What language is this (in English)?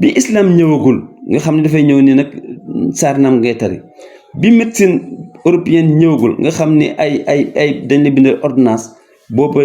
Wolof